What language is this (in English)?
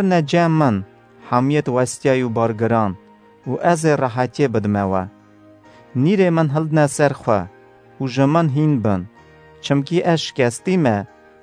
Kurdish